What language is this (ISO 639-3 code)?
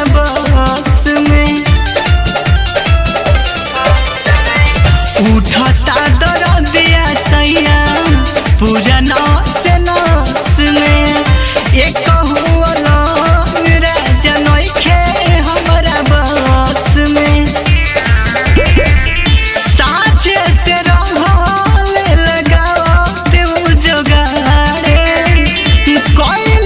bho